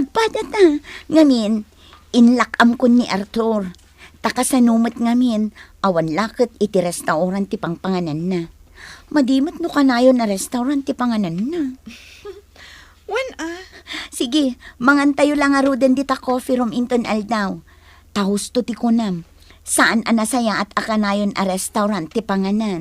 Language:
Iloko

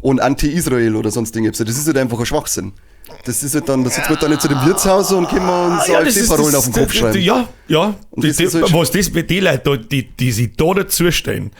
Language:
Bavarian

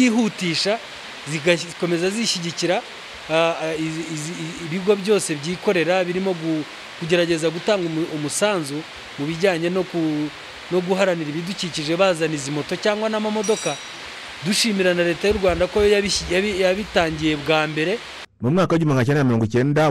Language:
Kinyarwanda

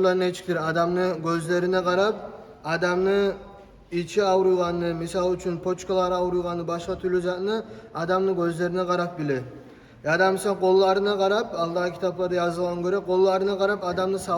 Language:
Kumyk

